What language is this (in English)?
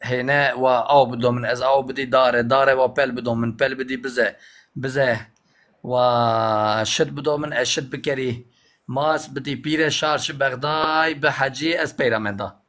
Zaza